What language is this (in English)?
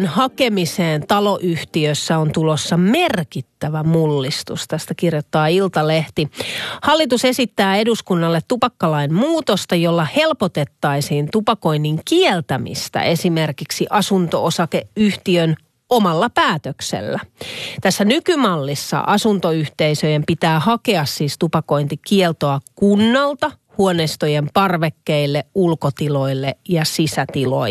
Finnish